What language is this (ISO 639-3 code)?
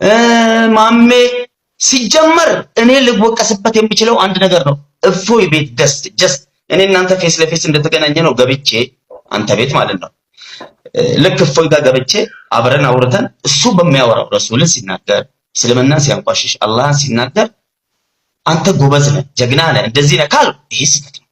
amh